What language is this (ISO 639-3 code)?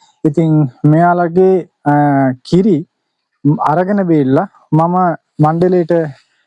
sin